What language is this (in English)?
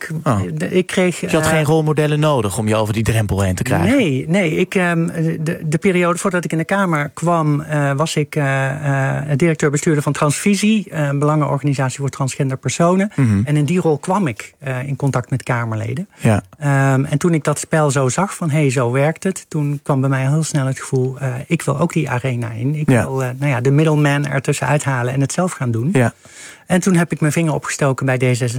Dutch